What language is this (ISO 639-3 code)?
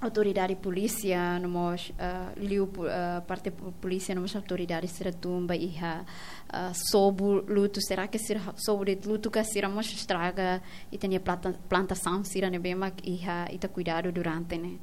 tet